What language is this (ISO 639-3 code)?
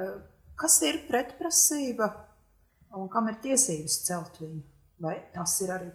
lav